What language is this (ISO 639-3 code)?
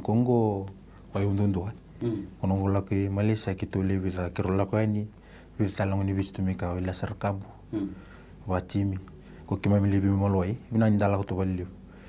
fij